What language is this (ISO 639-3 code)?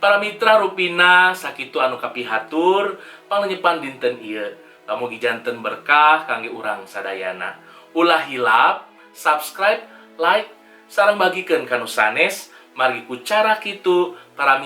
sun